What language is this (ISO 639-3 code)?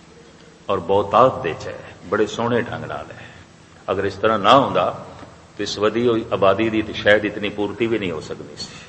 pan